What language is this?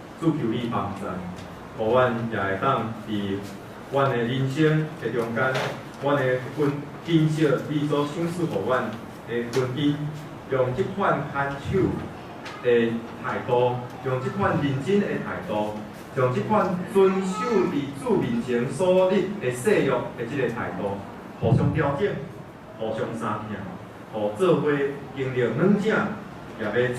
Min Nan Chinese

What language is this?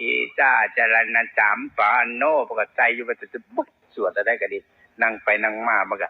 Northeastern Thai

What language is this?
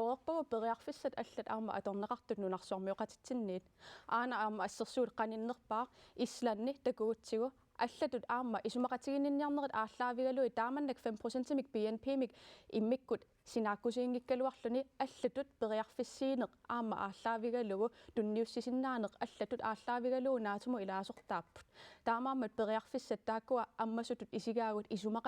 Kalaallisut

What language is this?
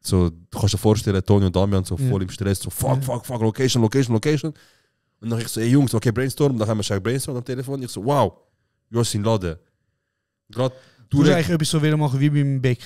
Swiss German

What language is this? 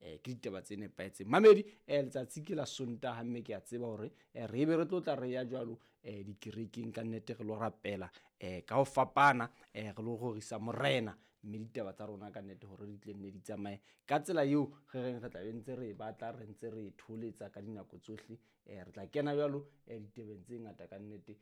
Southern Sotho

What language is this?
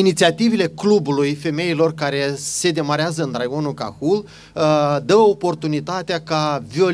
Romanian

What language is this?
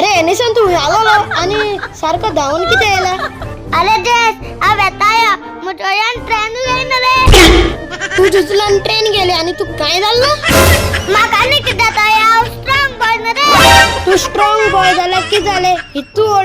Konkani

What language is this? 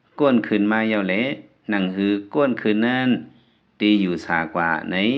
Lao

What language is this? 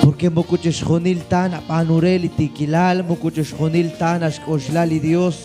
Kekchí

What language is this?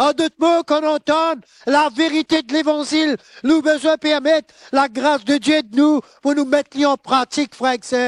Morisyen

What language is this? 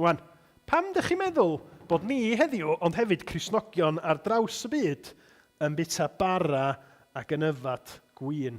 Welsh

